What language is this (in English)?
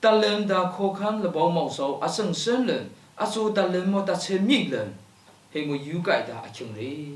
Lashi